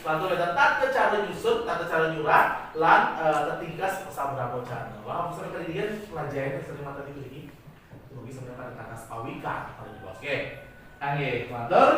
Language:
Balinese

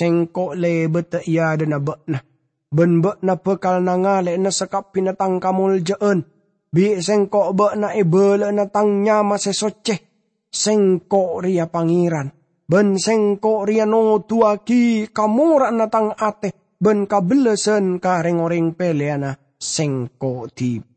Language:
Madurese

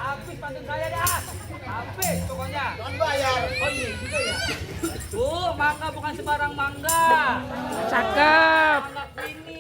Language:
Betawi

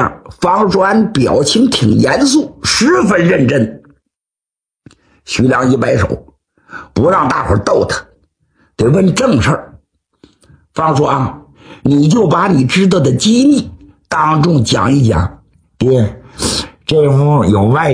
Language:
Chinese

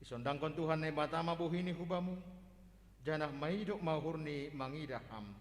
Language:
Batak Simalungun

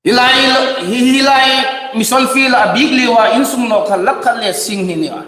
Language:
Hmar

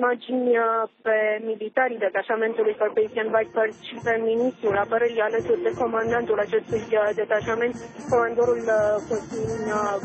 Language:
Romanian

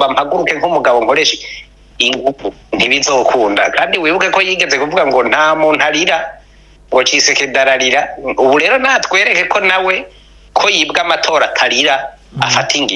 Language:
Kinyarwanda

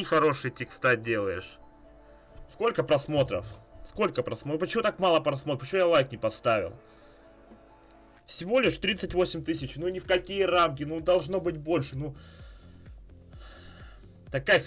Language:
Russian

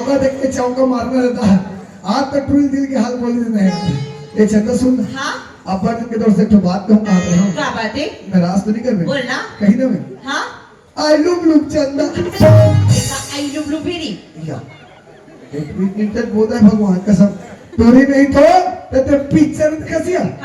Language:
Chhattisgarhi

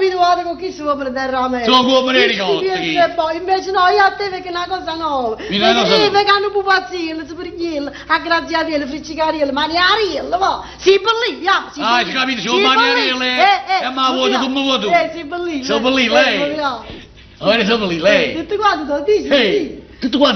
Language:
Neapolitan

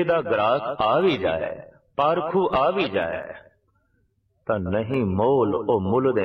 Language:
Punjabi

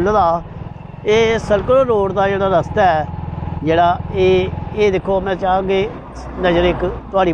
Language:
Dogri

